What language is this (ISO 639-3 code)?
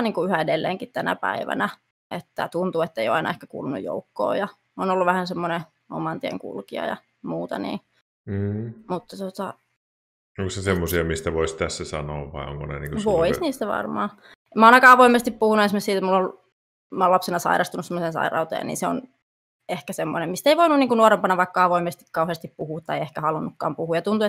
fin